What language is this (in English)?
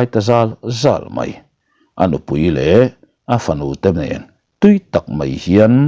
Mizo